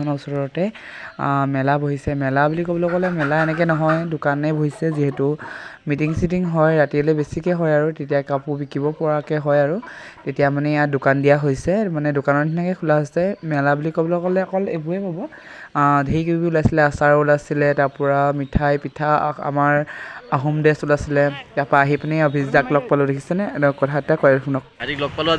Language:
Assamese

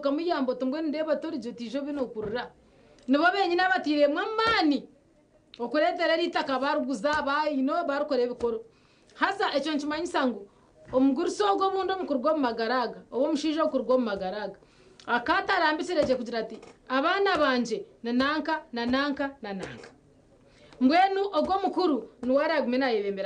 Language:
Nyankole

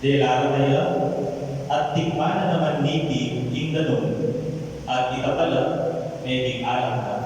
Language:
Pampanga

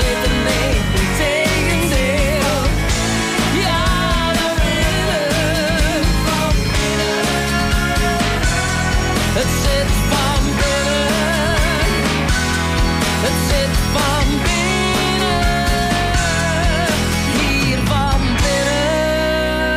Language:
Dutch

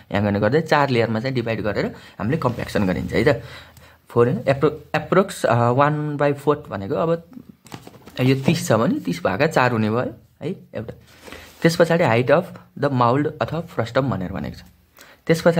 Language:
Nepali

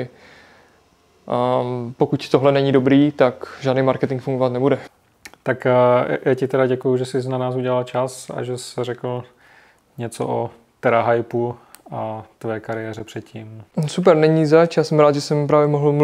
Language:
Czech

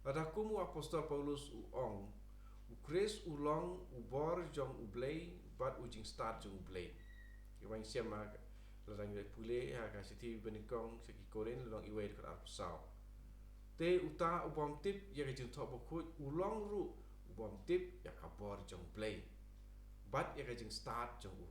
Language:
Khasi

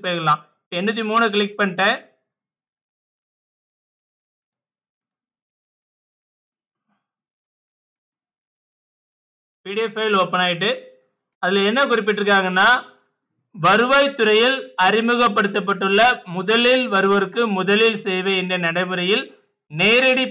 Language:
Tamil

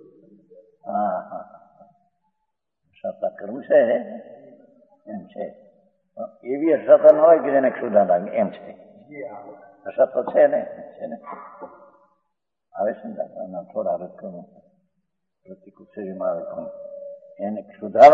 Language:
Gujarati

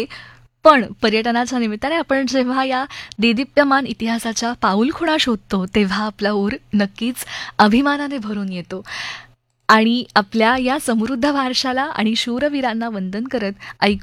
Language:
Marathi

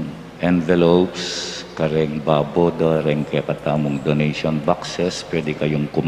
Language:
Pampanga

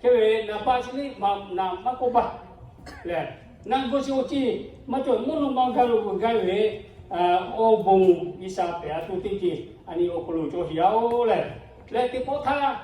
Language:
Lahu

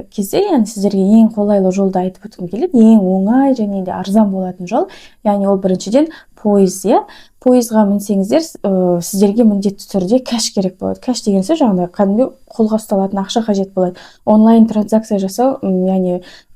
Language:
Kazakh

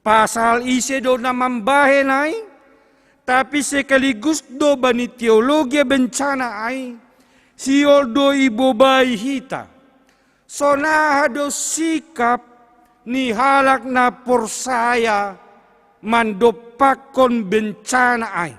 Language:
Batak Simalungun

